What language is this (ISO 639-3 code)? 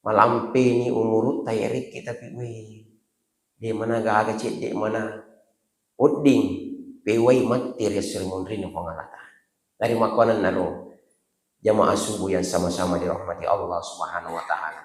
bug